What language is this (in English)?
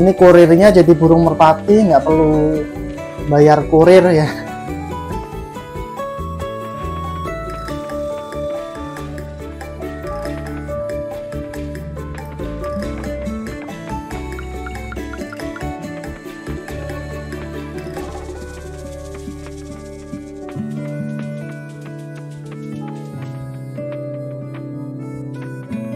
Indonesian